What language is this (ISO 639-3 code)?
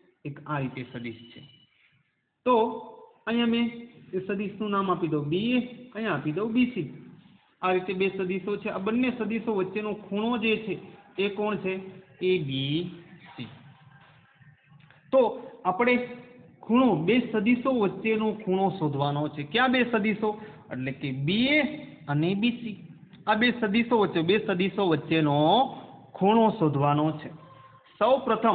guj